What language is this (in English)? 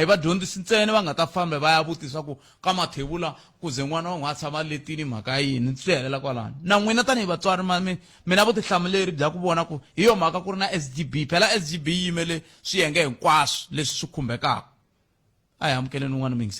Tsonga